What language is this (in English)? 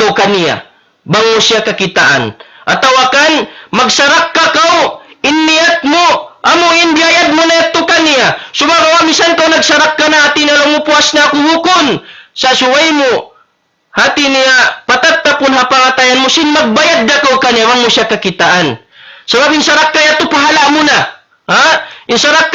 Tausug